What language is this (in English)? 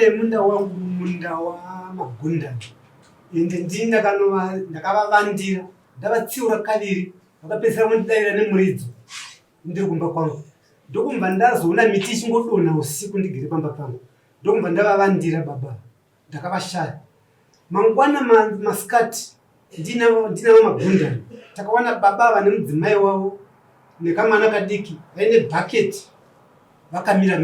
Shona